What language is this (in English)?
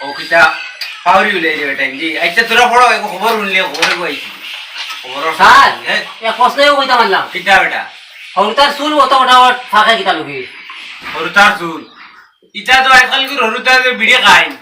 Sylheti